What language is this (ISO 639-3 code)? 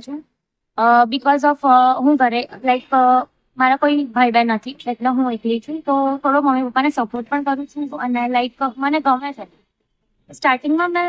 guj